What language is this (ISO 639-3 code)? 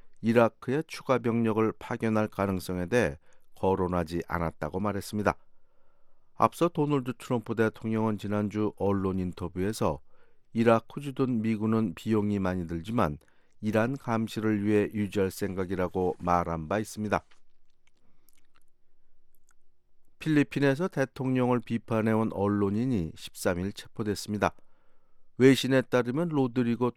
kor